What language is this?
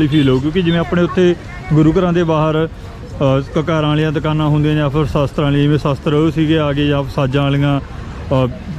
Punjabi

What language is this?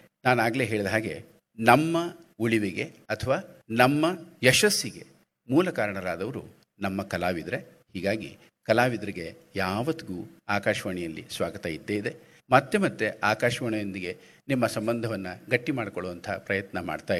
Kannada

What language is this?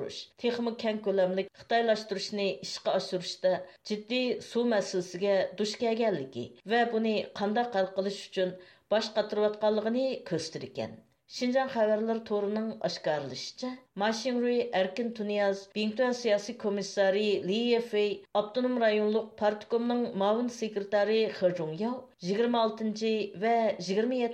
Uyghur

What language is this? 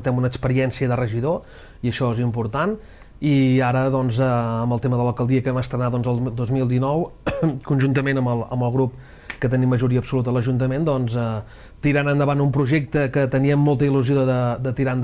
Catalan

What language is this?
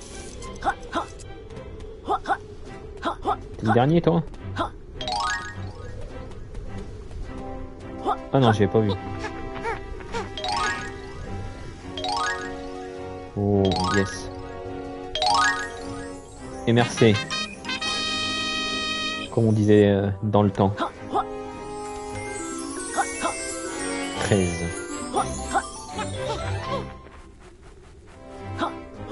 French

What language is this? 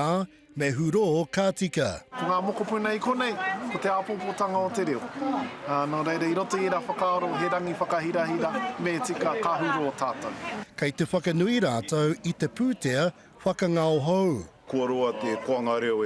Māori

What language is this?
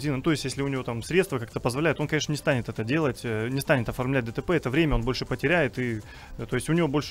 Russian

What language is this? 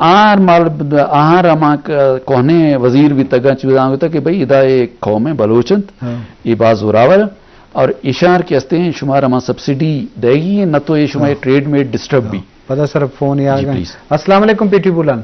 Eastern Balochi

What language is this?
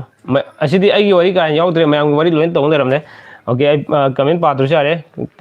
Manipuri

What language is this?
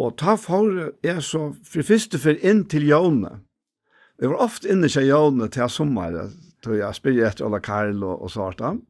Faroese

